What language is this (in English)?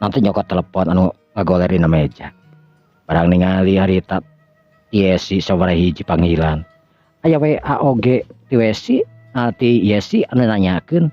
Sundanese